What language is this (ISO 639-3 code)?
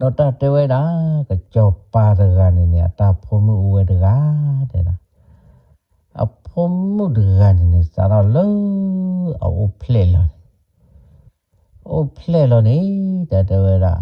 ksw